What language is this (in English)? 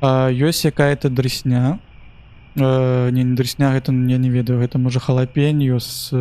Belarusian